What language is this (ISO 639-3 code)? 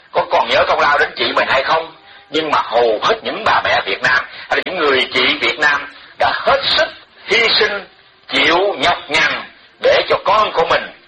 vie